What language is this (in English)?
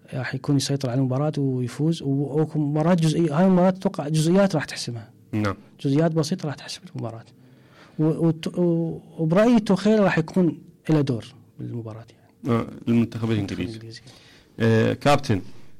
Mesopotamian Arabic